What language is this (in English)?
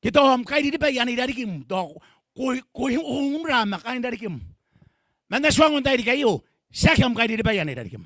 Gilbertese